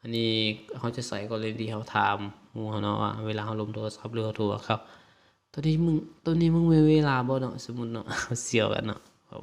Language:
Lao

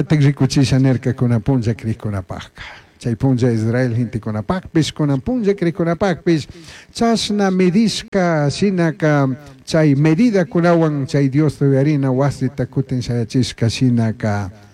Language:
Chimborazo Highland Quichua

